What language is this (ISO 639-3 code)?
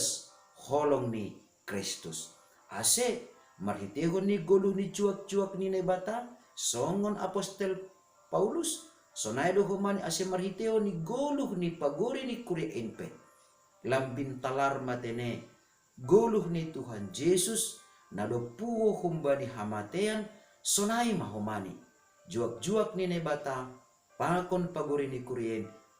bts